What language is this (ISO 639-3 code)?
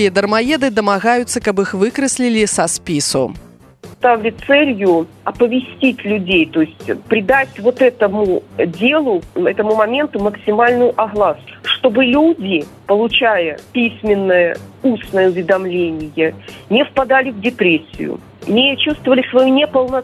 bel